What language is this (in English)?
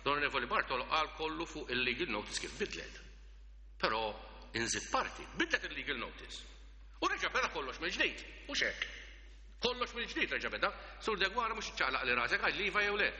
Maltese